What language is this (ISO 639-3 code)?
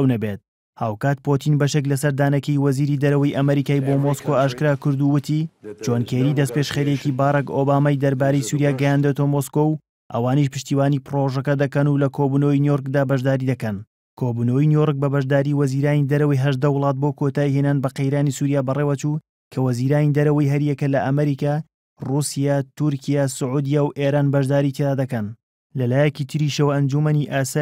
ckb